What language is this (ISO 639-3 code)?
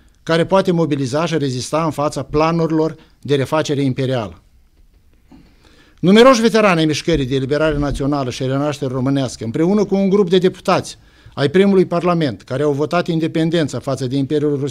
ron